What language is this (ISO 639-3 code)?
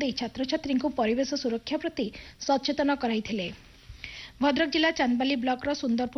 ori